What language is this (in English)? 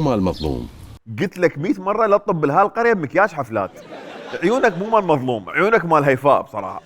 Mesopotamian Arabic